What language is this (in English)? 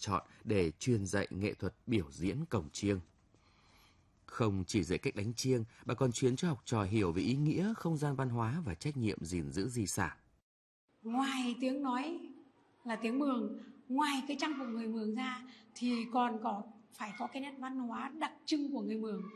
Vietnamese